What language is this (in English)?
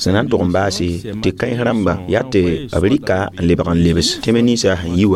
Mossi